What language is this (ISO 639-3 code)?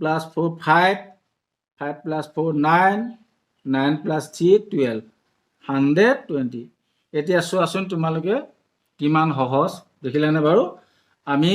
asm